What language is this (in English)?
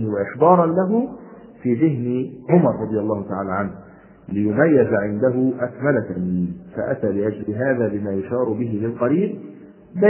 Arabic